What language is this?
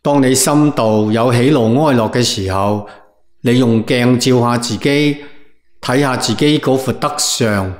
Cantonese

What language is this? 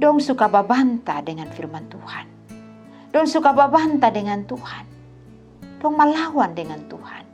Kupang Malay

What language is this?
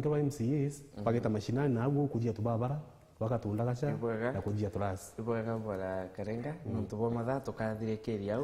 Meru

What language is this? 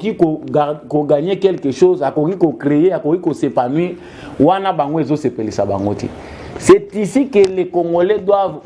Lingala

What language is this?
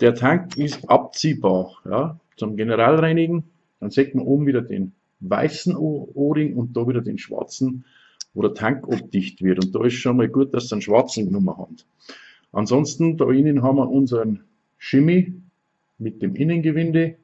Bavarian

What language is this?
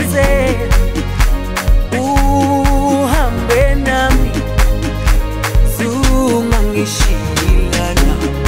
Zulu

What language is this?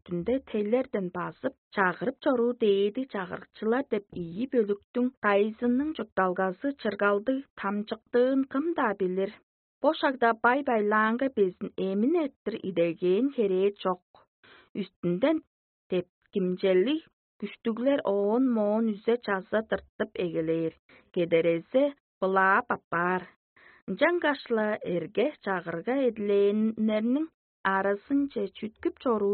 Tuvinian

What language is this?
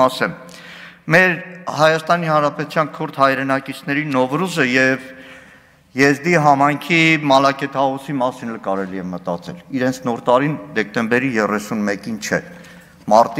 Armenian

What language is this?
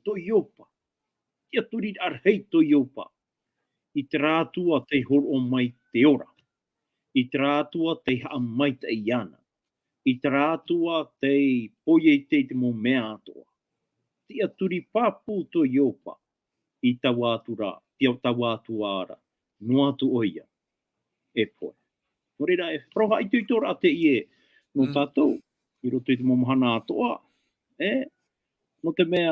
Tahitian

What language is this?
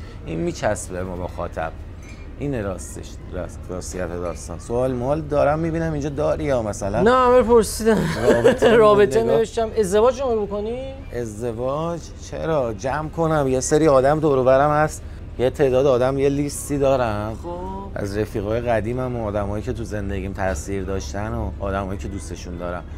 Persian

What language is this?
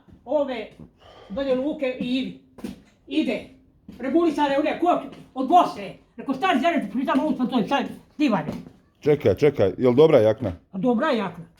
Bosnian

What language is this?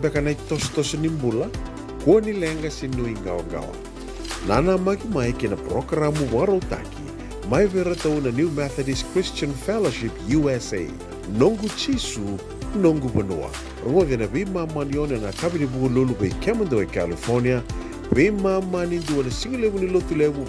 Fijian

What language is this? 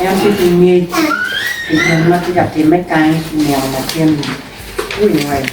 Acoli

